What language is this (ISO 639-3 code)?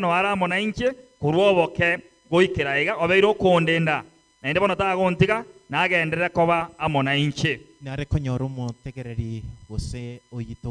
guz